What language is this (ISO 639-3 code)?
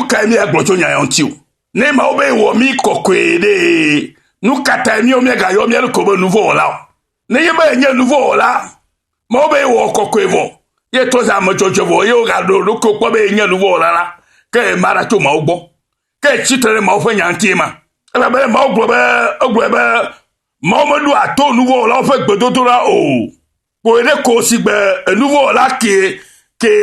ewe